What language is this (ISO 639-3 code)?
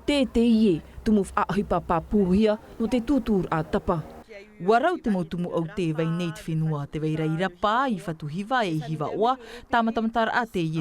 tah